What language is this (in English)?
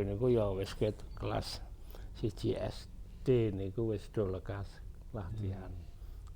Javanese